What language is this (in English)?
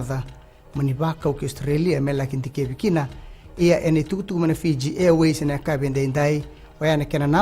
Fijian